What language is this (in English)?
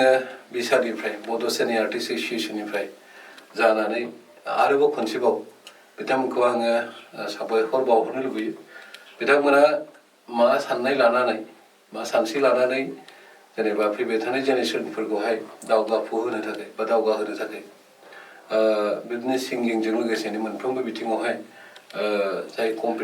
Bodo